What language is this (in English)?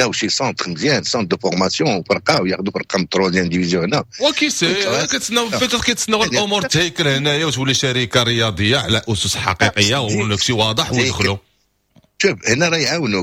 Moroccan Arabic